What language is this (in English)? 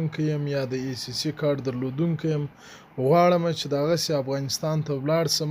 Pashto